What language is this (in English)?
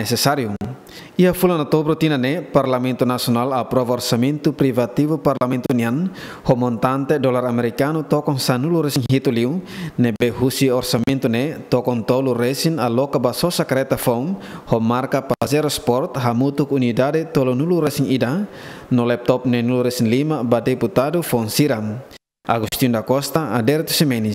Tetum